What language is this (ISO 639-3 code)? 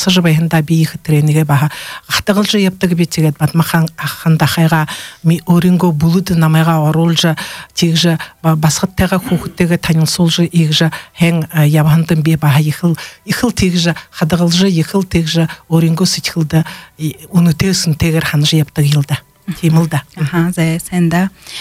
bua